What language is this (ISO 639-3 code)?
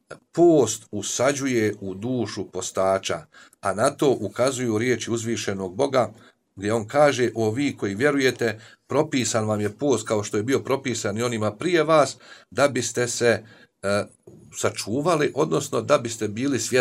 bos